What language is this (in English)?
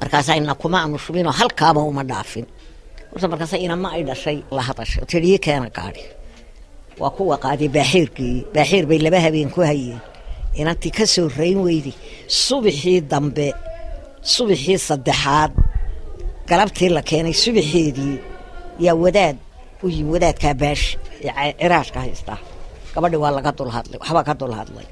Somali